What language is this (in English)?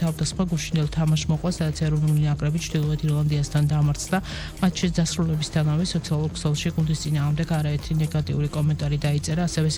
Georgian